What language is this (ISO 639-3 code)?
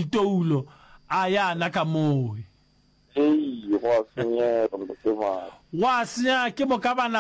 nso